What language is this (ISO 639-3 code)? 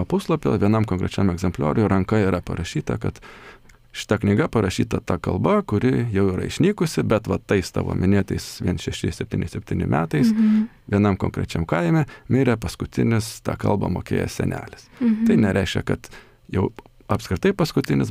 lit